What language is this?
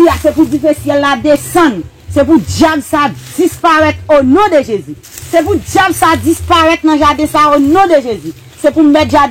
Haitian Creole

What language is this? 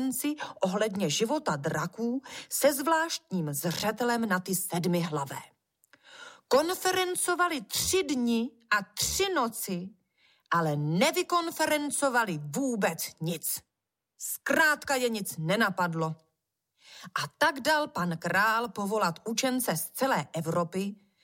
Czech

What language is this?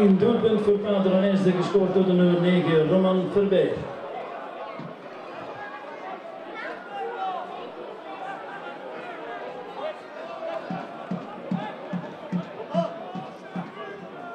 Dutch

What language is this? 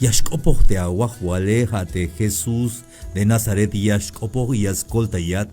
Tzeltal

